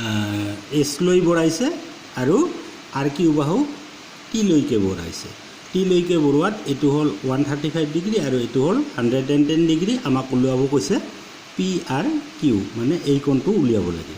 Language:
Assamese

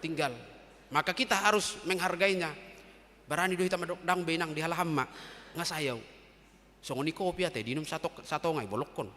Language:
Batak Toba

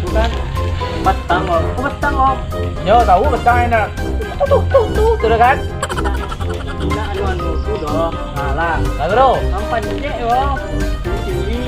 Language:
Minangkabau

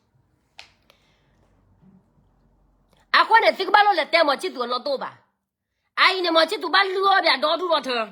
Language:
S'gaw Karen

